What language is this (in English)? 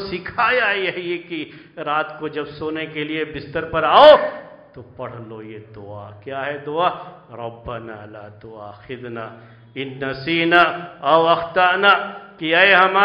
Urdu